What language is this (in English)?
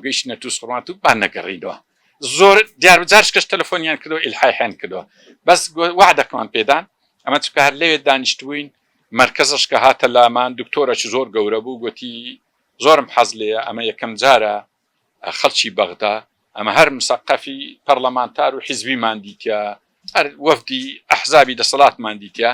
Central Kurdish